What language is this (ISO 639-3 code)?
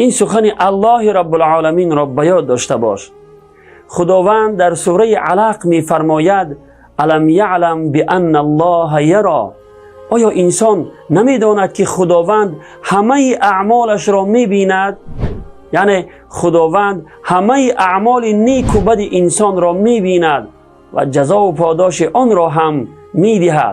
tgk